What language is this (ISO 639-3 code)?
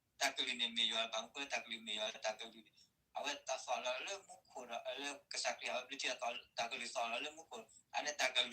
ksw